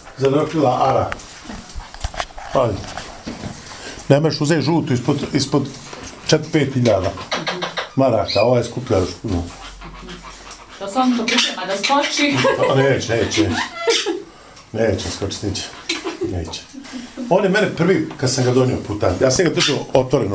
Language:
Bosnian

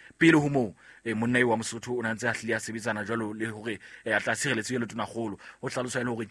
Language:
Southern Sotho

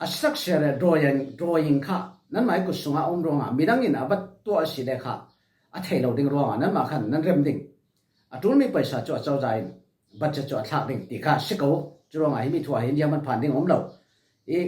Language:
Falam Chin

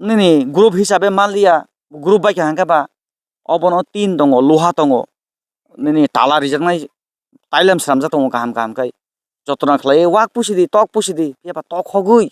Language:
Kok Borok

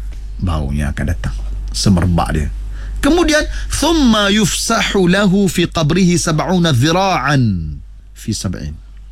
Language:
Malay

